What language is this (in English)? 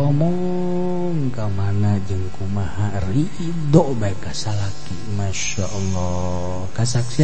Sundanese